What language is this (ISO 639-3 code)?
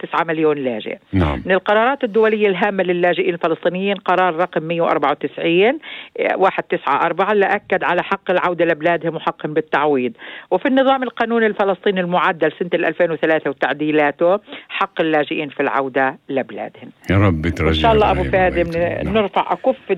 apc